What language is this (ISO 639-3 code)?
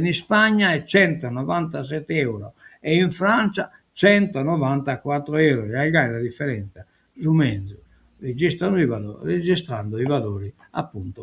srd